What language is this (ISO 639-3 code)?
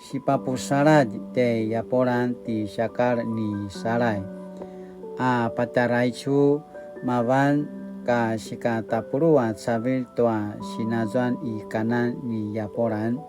pwn